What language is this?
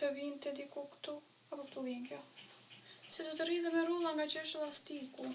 Albanian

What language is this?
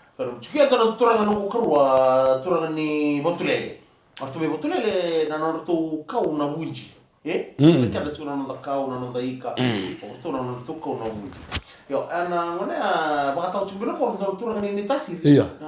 Fijian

